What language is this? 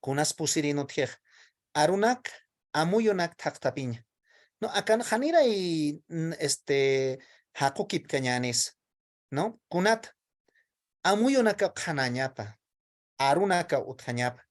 Aymara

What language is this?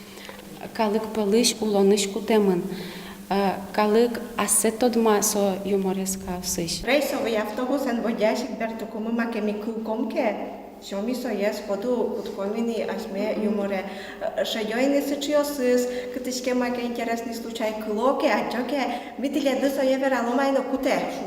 Udmurt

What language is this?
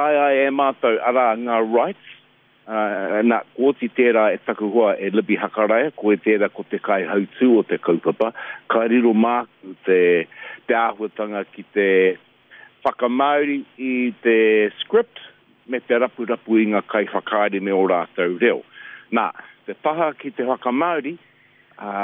Māori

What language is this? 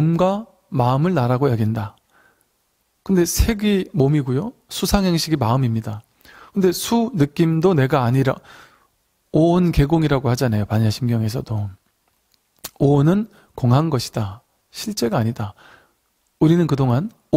Korean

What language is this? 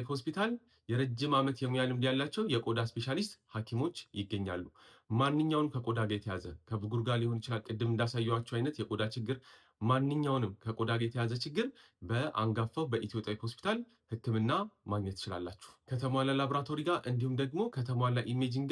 Amharic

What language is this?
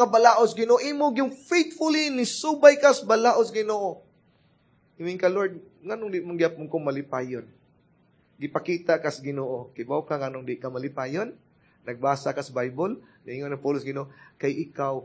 Cebuano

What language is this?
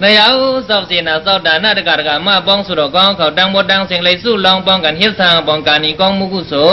Shan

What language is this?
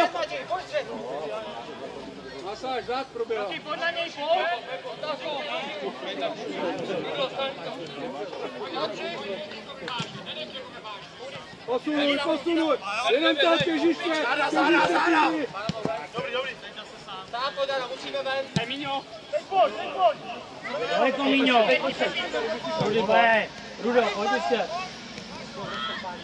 Czech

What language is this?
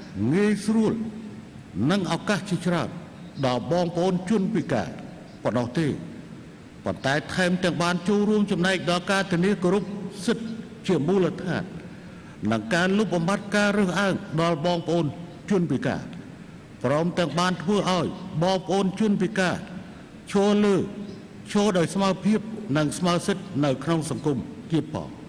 Khmer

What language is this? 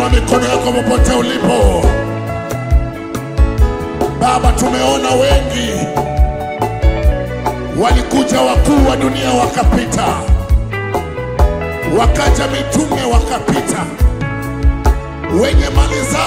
Swahili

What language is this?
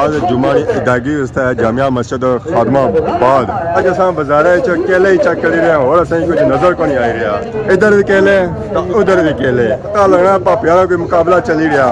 Pahari-Potwari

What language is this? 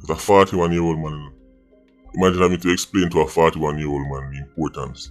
Jamaican Creole English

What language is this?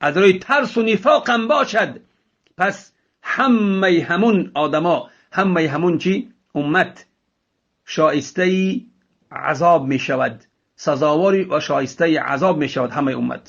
Tajik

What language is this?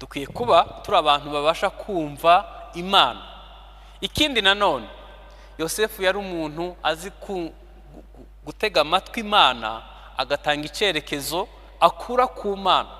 Kinyarwanda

